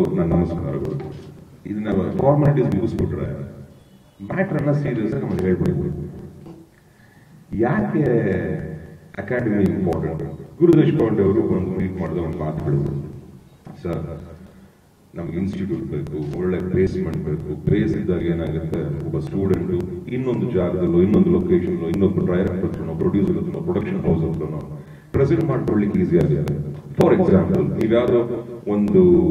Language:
Kannada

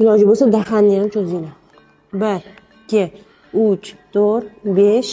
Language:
Uzbek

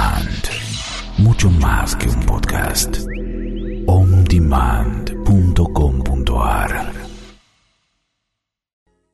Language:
Spanish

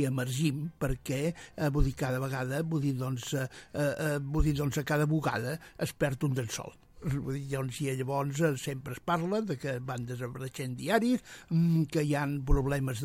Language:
Catalan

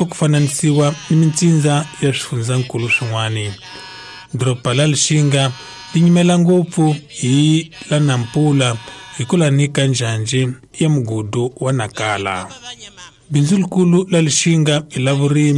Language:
Tsonga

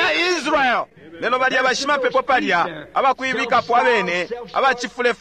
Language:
Bemba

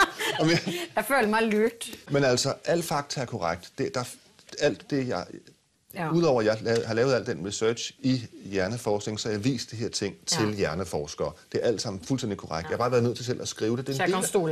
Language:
Danish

